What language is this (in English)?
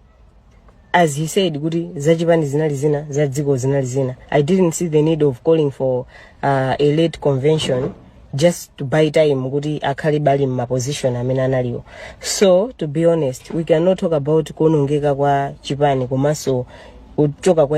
Nyanja